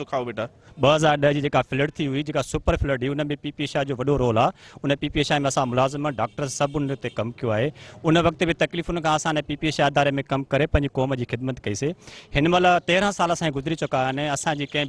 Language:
Sindhi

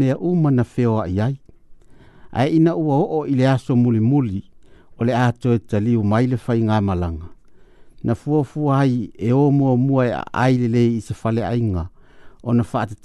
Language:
Samoan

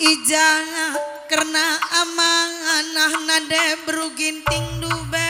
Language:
Batak Karo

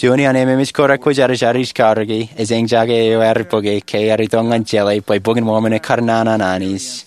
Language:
Marshallese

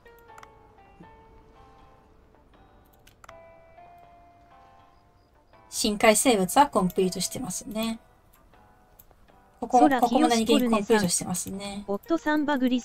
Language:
Japanese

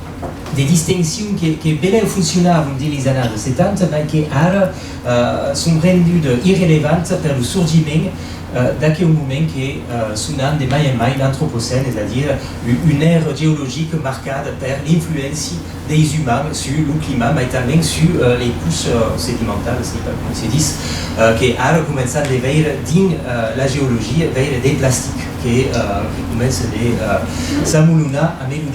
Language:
Occitan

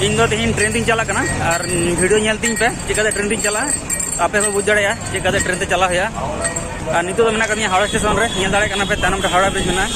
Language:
Santali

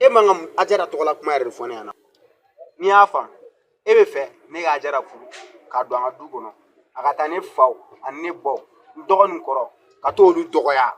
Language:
Bambara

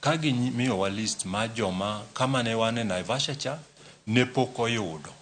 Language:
Luo (Kenya and Tanzania)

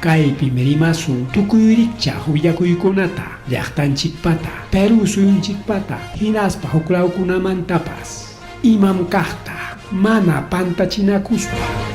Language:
Ayacucho Quechua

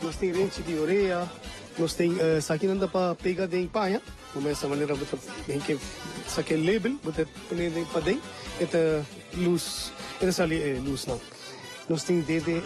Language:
Papiamento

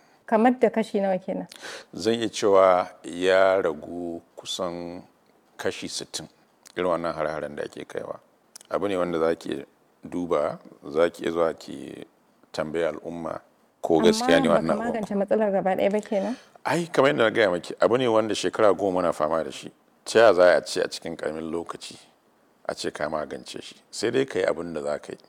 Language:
Hausa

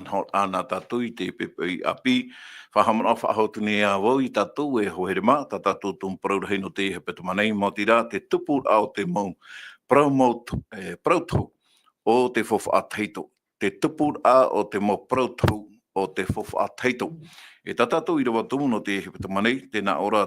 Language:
Tahitian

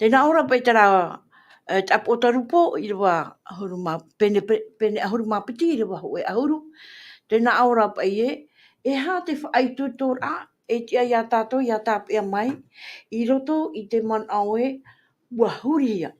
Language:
Tahitian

